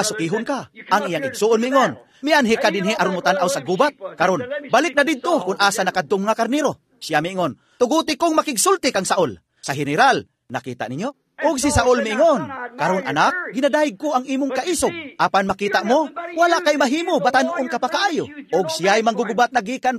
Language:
Cebuano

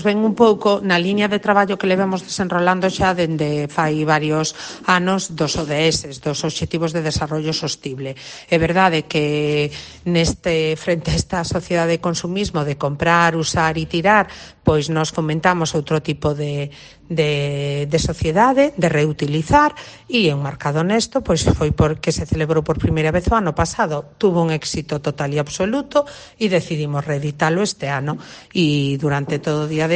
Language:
Galician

